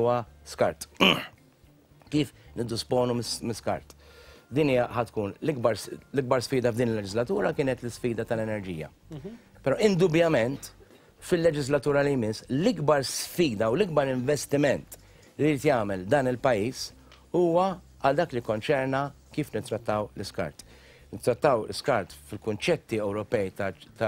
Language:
Maltese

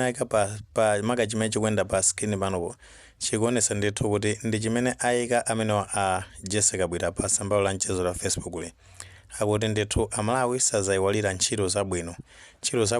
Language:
Nyanja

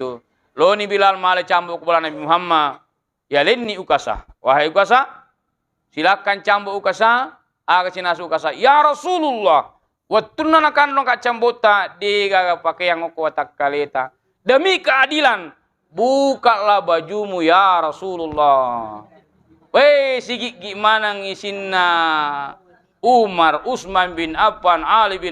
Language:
Buginese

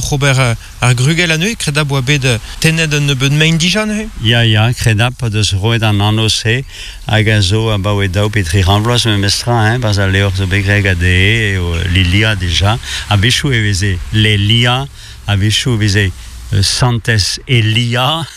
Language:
Breton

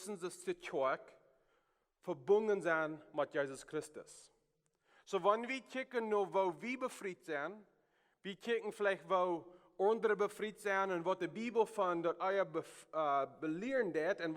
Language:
Plautdietsch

